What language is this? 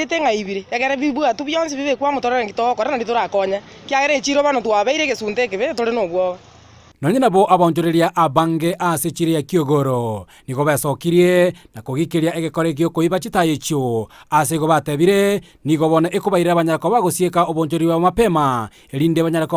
Gusii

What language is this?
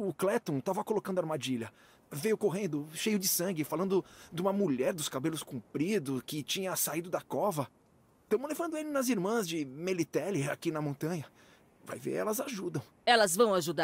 Portuguese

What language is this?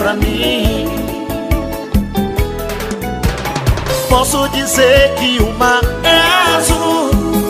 Portuguese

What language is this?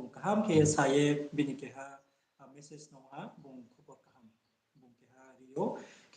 Riang (India)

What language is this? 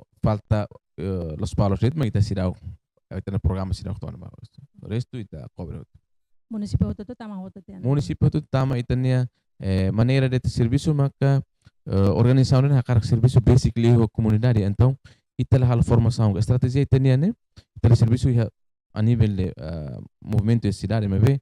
Tetum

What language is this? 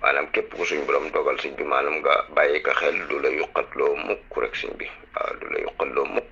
Wolof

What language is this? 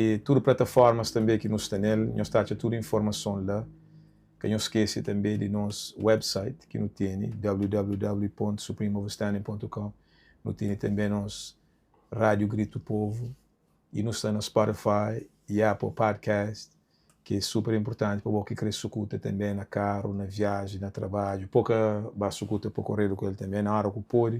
Kabuverdianu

